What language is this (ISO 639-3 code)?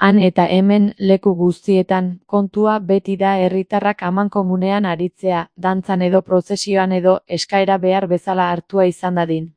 eus